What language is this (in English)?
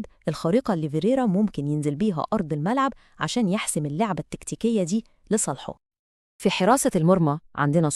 Egyptian Arabic